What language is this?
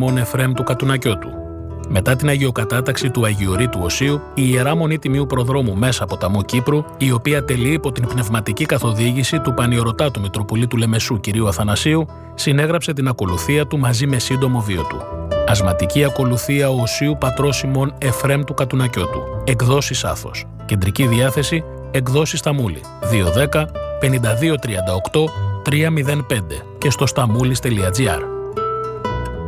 Greek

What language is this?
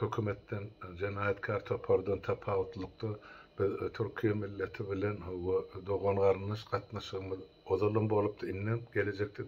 Turkmen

